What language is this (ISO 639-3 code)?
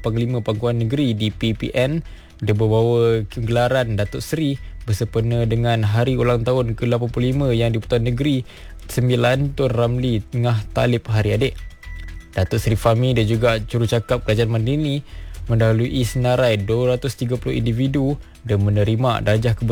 msa